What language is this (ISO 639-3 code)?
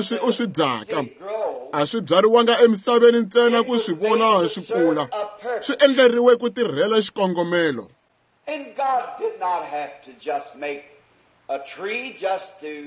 tso